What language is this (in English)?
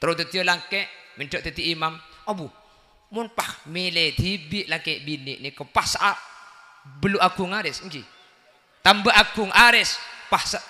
Madurese